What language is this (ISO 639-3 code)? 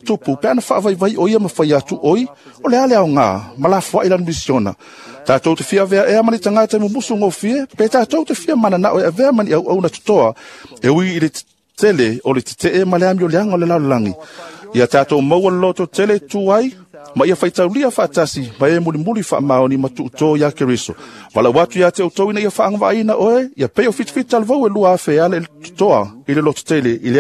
smo